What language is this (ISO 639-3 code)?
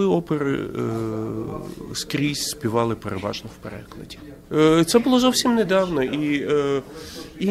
ukr